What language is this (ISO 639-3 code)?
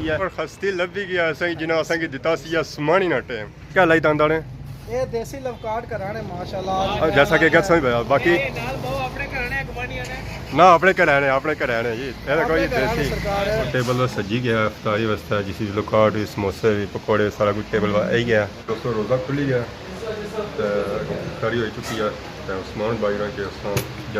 phr